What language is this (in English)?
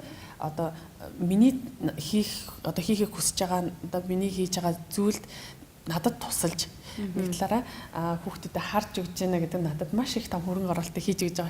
Mongolian